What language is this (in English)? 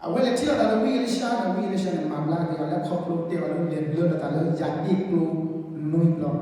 S'gaw Karen